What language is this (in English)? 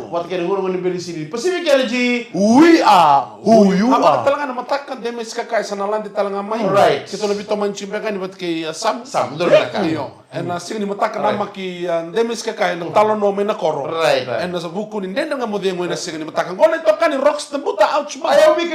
Fijian